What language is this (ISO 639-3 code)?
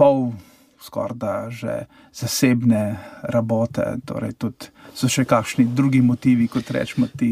slv